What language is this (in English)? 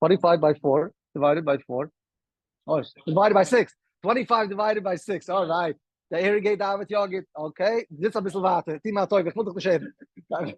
Yiddish